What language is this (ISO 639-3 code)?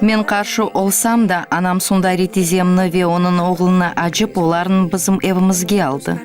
crh